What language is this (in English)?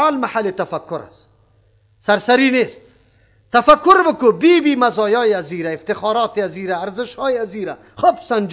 Persian